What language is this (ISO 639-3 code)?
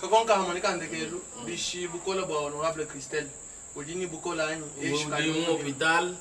lua